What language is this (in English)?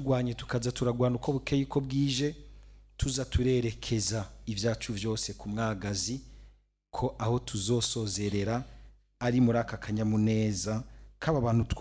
Rundi